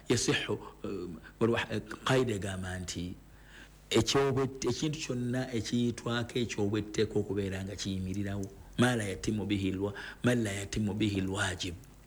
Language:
Ganda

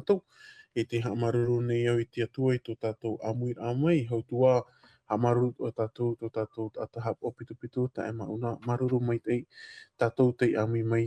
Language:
Tahitian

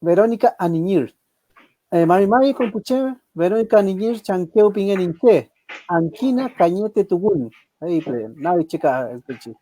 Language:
Mapuche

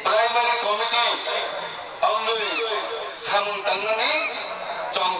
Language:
Kok Borok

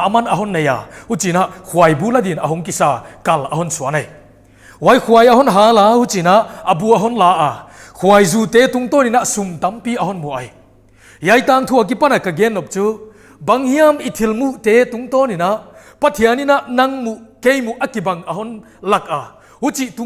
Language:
Paite Chin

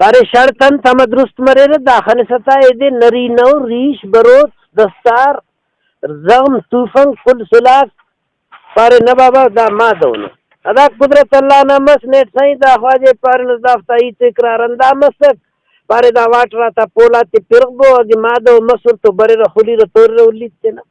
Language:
Brahui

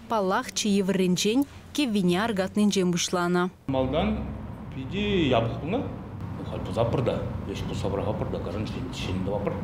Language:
Chuvash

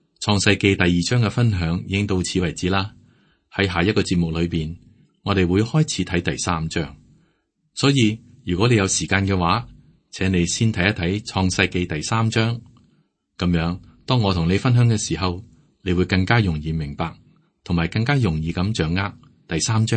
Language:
Cantonese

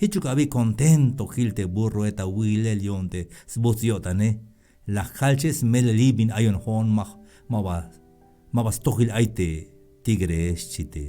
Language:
Tzeltal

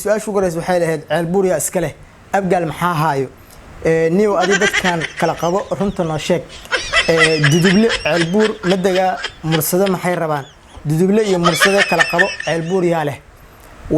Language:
Somali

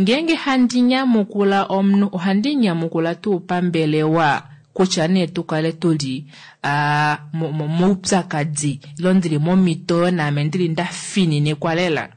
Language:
Kuanyama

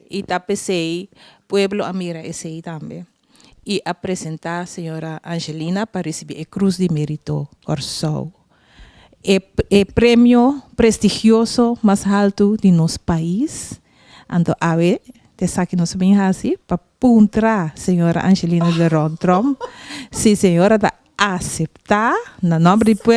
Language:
Papiamento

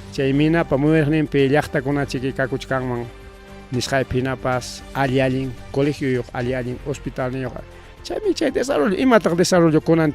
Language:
Ayacucho Quechua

